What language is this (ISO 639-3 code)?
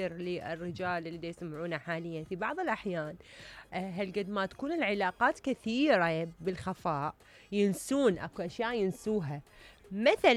acm